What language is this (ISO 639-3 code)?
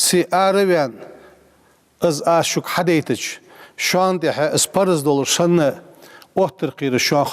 inh